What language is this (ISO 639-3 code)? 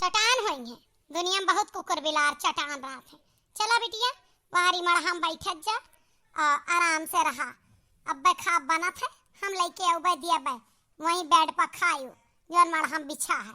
awa